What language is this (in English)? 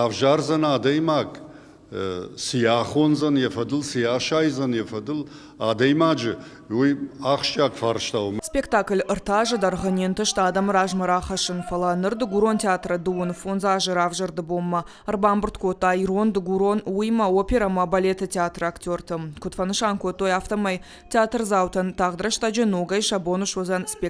Ossetic